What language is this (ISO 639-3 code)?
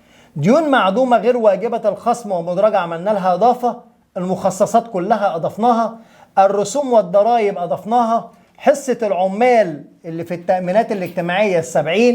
arz